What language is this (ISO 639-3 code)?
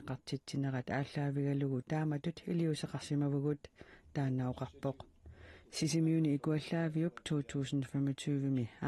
kal